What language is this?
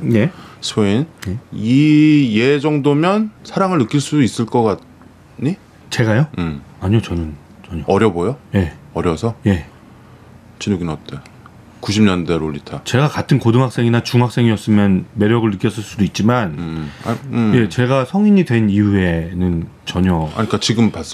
Korean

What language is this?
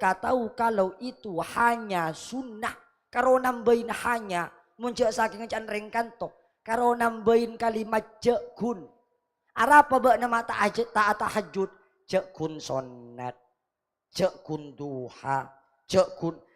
Madurese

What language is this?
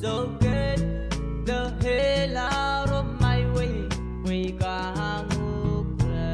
Pohnpeian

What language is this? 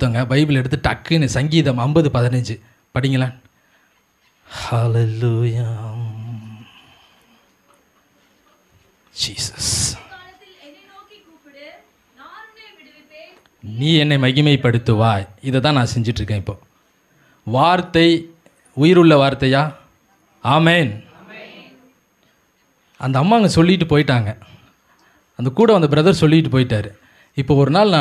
Tamil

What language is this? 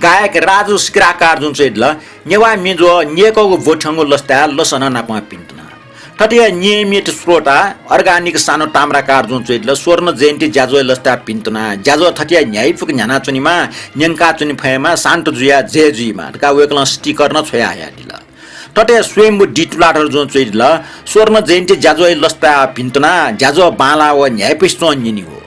Newari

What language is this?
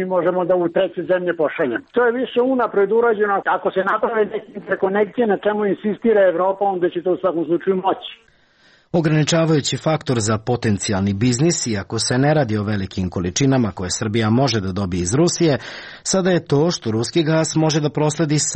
Serbian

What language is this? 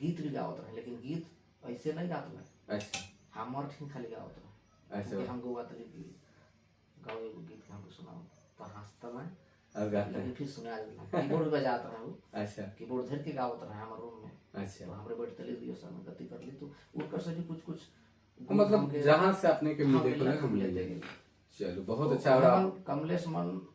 Sadri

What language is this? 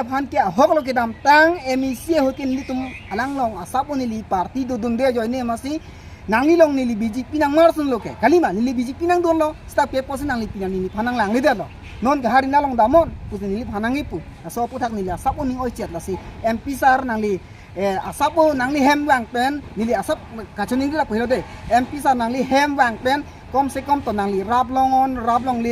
Karbi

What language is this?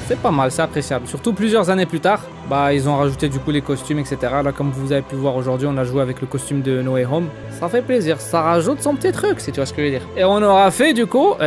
French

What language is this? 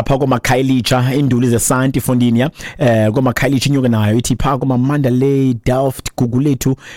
Xhosa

